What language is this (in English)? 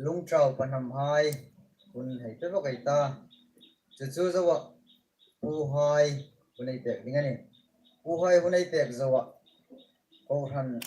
Hmar